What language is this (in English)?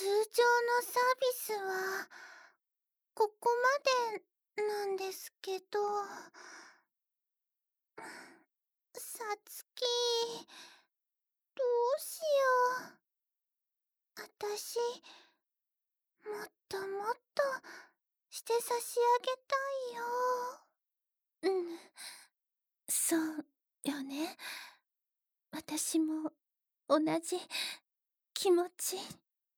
Japanese